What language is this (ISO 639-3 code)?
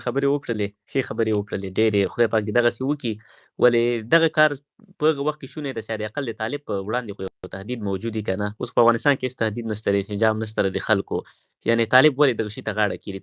pus